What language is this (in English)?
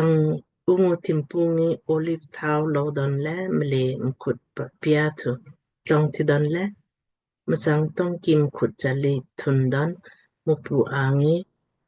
Lamkang